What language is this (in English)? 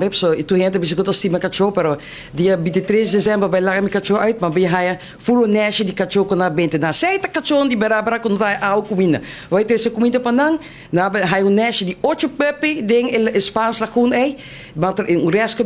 Papiamento